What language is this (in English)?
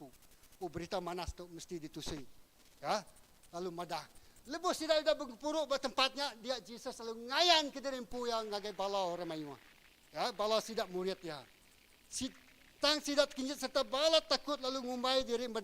Iban